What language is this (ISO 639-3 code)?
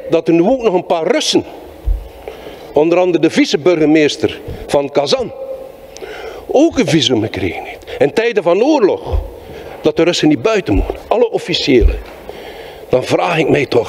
nld